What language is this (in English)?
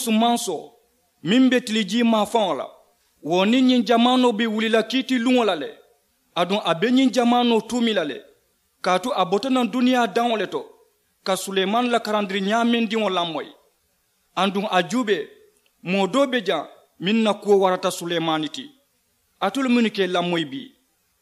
Mandingo